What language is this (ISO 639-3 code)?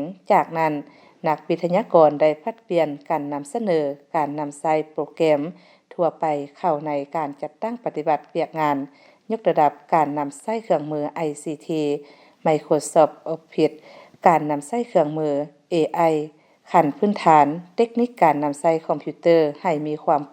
lao